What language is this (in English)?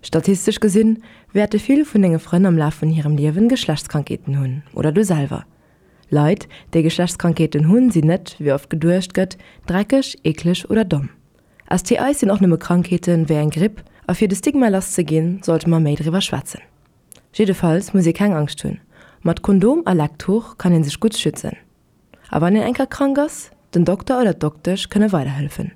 Luxembourgish